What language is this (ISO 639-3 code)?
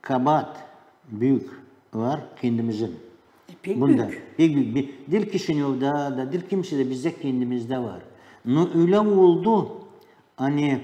gag